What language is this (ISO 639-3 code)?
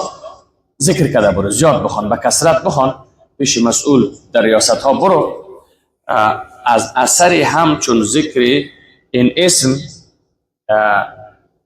fas